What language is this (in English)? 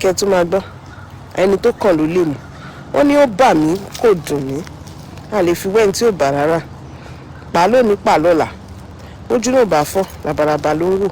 Yoruba